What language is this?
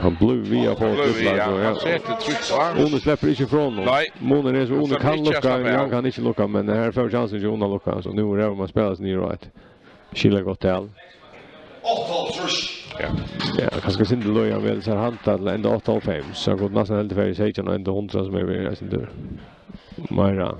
Faroese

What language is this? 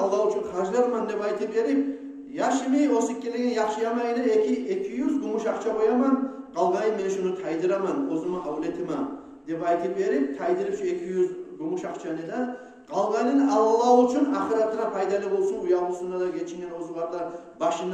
Kumyk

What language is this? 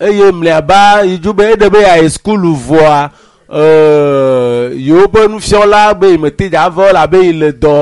Ewe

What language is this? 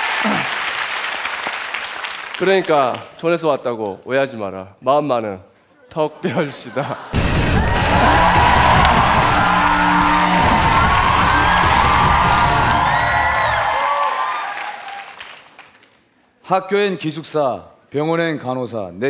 Korean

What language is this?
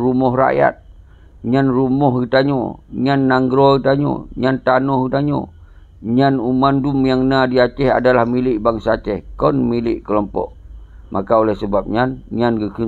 Achinese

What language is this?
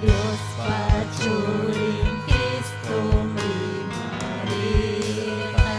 Ayacucho Quechua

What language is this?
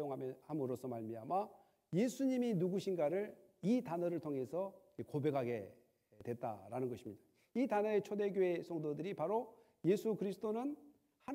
Korean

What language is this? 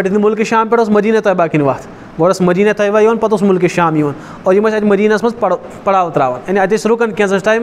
Kashmiri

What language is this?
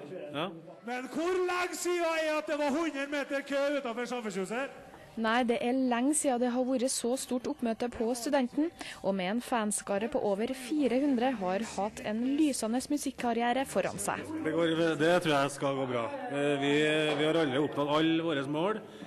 Norwegian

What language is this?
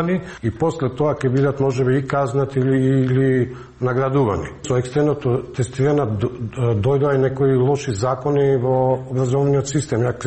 Macedonian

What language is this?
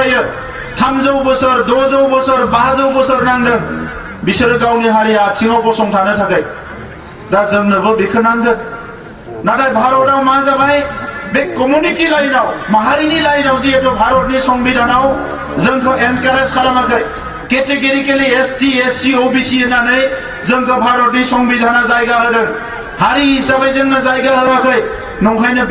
Bodo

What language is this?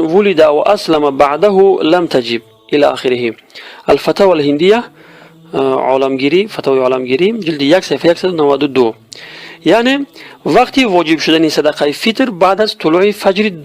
Tajik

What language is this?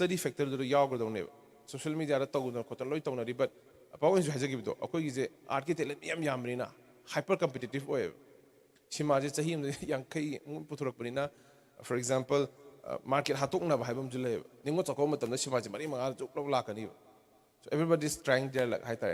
Manipuri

